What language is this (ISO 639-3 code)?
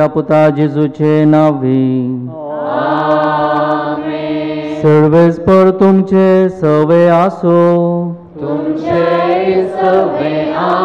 kok